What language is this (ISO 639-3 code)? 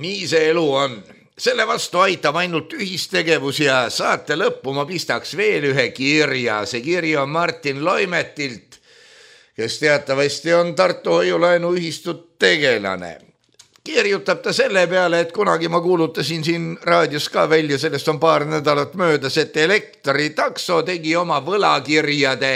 est